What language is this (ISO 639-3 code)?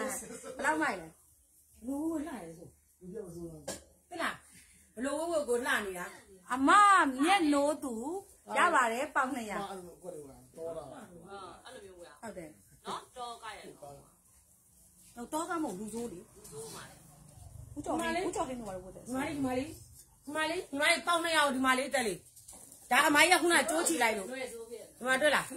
mya